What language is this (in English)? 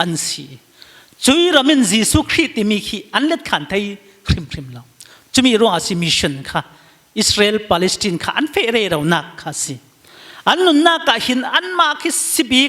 Falam Chin